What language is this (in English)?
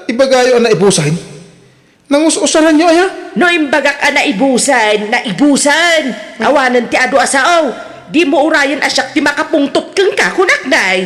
Iloko